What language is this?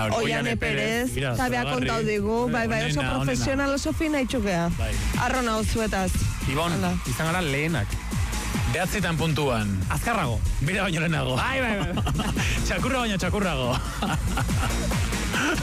Basque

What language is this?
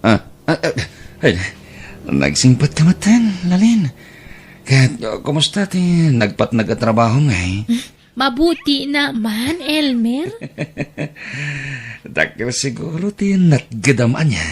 Iloko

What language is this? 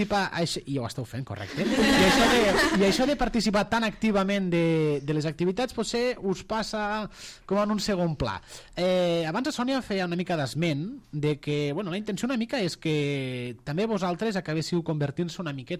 Catalan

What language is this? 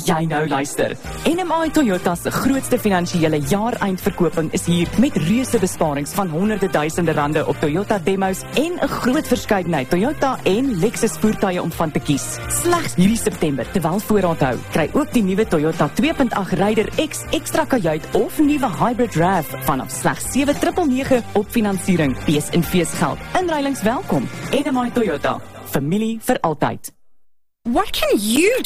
Afrikaans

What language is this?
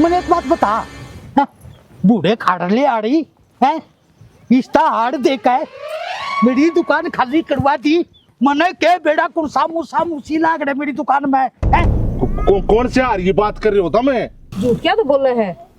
Haryanvi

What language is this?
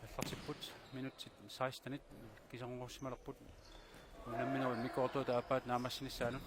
Kalaallisut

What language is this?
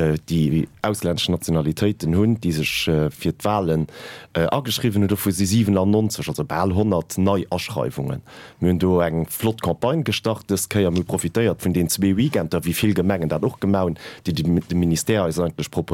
Luxembourgish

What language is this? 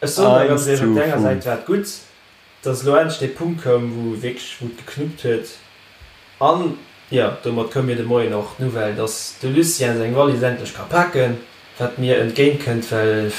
Luxembourgish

